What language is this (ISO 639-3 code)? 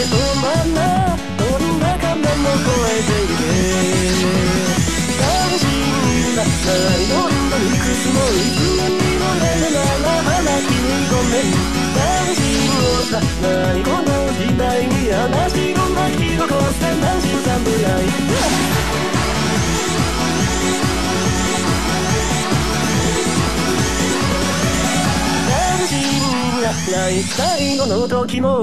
jpn